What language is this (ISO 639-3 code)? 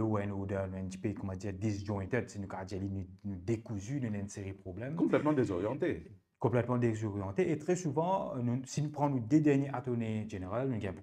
mfe